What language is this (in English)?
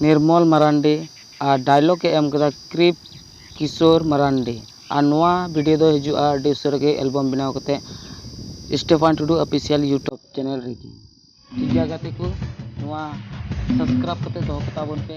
Santali